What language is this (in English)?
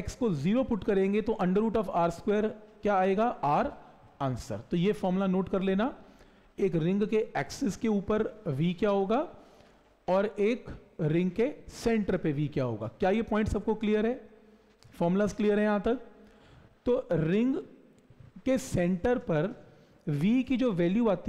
Hindi